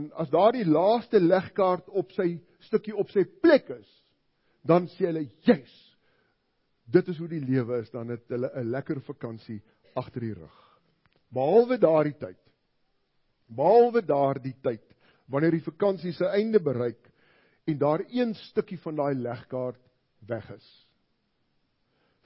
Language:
Afrikaans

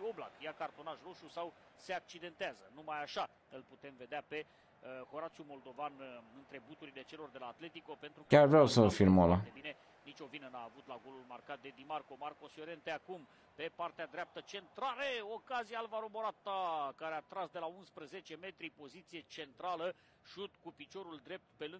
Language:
Romanian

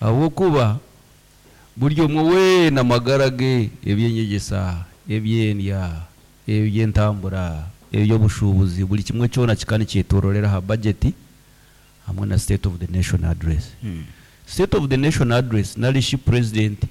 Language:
Nyoro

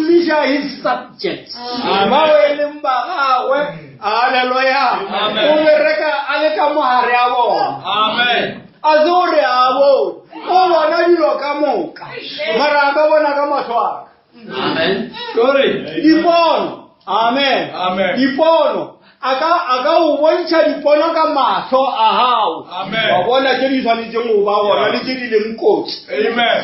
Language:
Northern Sotho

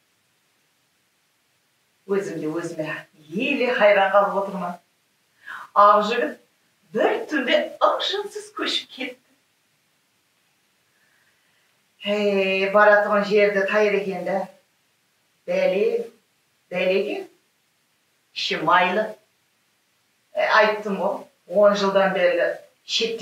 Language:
Kara-Kalpak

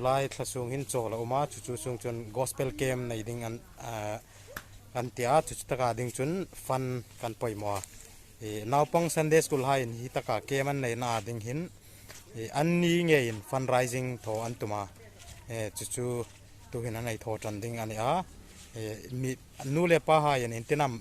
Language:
Hmar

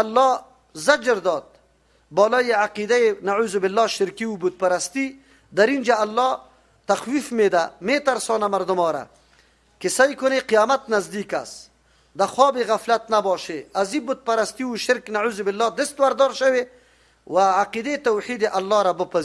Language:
Persian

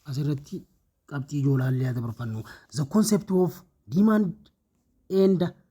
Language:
Oromo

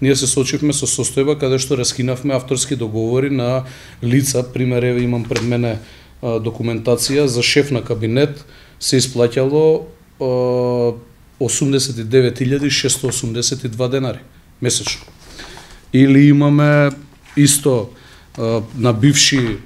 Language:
Macedonian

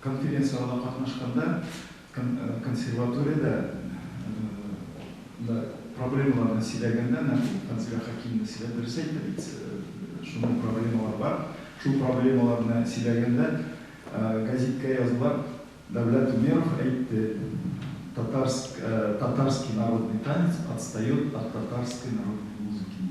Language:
Tatar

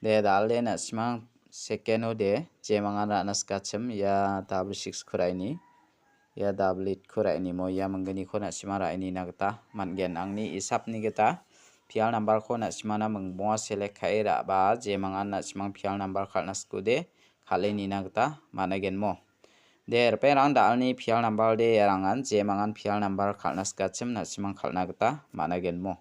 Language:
Garo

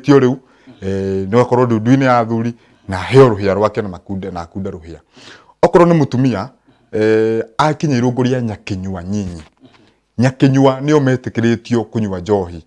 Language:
Kikuyu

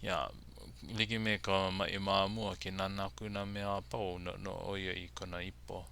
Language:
Hawaiian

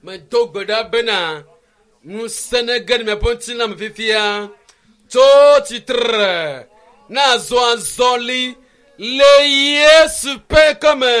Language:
Ewe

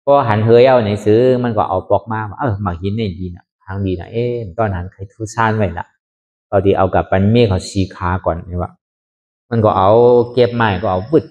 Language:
Shan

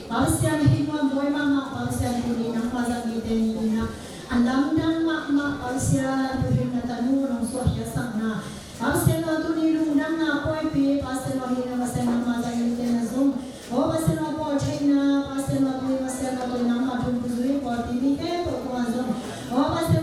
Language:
Tedim Chin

